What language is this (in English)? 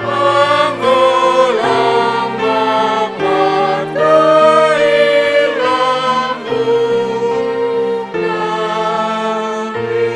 Batak Simalungun